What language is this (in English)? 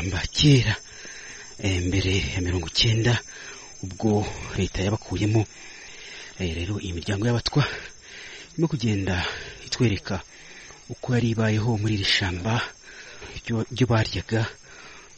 Kinyarwanda